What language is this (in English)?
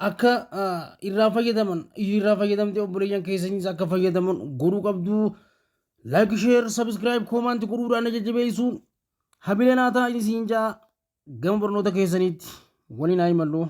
Oromo